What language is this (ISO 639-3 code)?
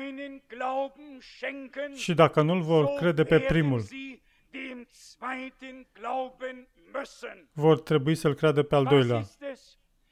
ron